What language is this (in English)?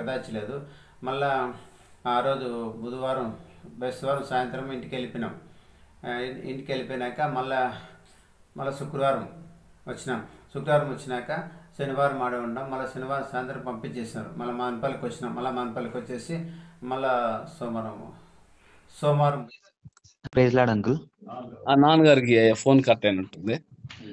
Telugu